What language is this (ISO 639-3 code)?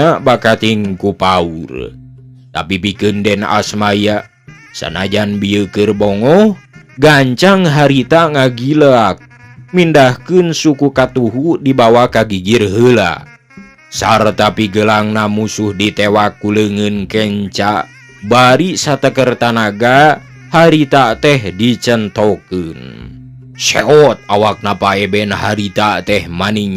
sun